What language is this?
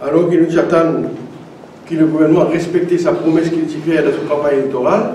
Morisyen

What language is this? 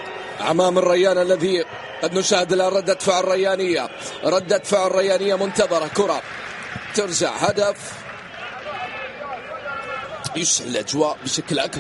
Arabic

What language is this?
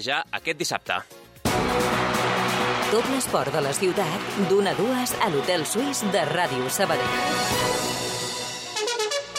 Catalan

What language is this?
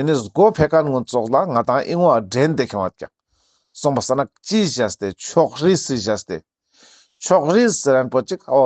Ladakhi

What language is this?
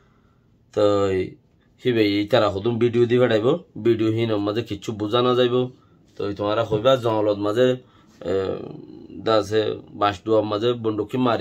Rohingya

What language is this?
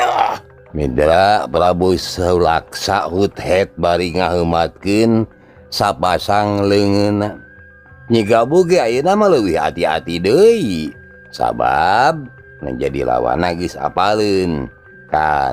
Sundanese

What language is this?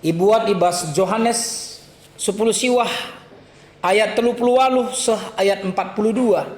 Batak Karo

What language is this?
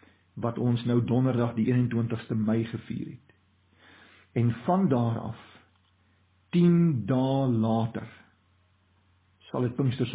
Afrikaans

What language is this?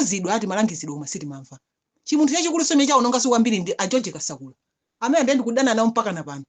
Nyanja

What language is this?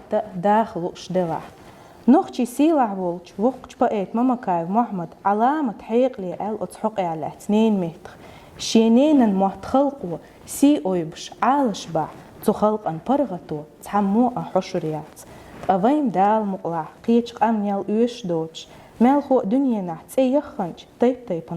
Chechen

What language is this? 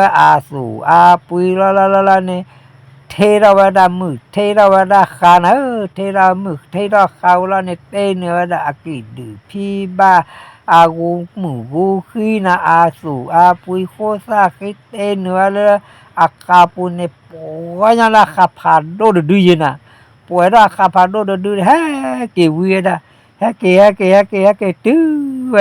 S'gaw Karen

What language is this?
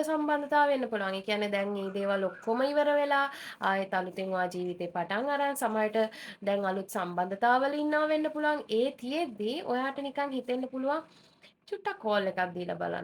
Sinhala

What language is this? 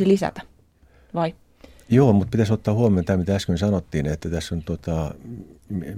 Finnish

